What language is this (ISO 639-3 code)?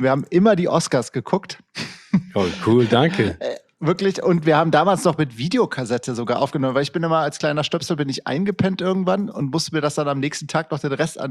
deu